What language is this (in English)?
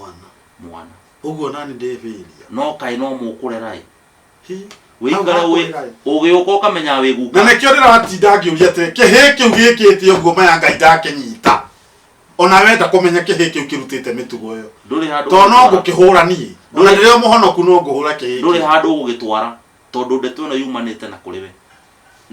Kikuyu